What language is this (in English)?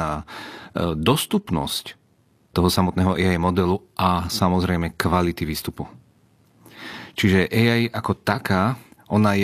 Slovak